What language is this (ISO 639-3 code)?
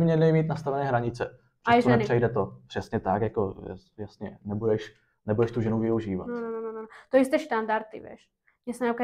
ces